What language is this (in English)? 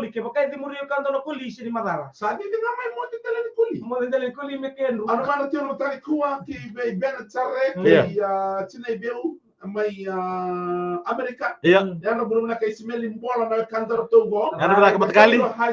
Fijian